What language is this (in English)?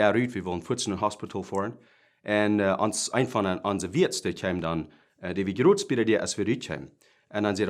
Plautdietsch